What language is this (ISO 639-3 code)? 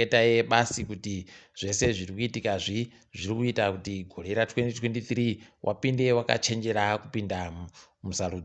ndc